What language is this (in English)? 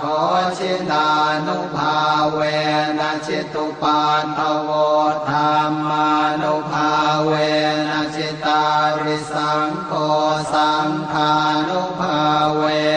Pali